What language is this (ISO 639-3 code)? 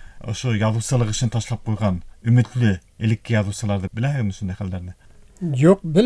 bak